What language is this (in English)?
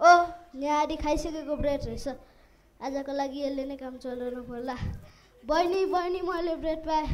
Nepali